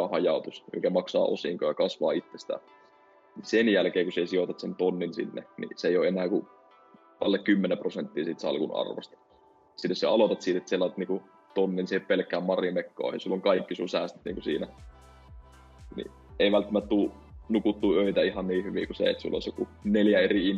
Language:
Finnish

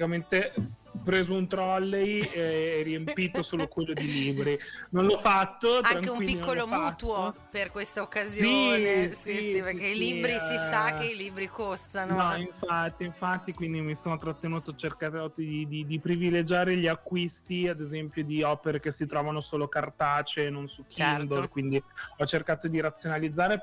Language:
Italian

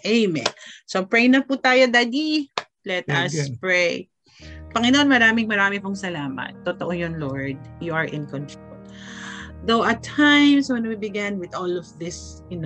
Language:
Filipino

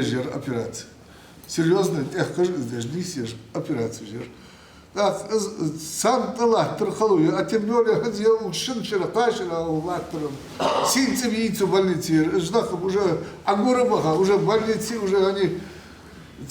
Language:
Ingush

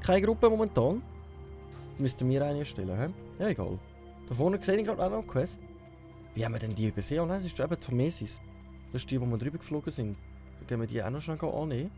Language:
Swiss German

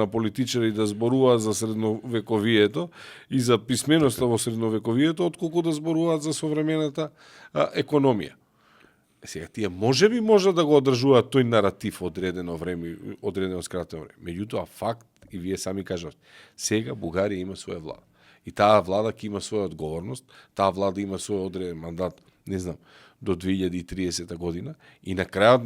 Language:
Macedonian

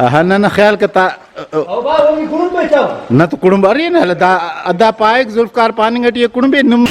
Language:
Brahui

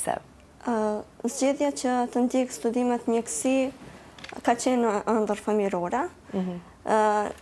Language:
Albanian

